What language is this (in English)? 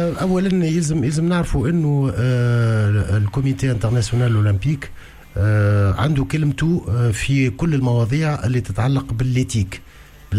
Tunisian Arabic